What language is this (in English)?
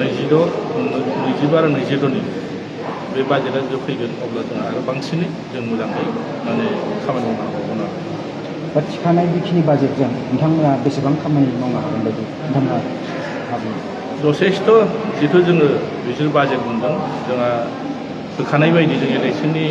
Bodo